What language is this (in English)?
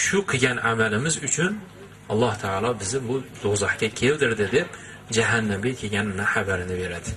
Uzbek